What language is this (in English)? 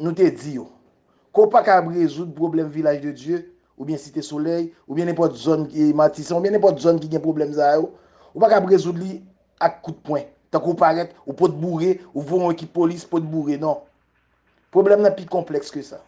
Haitian Creole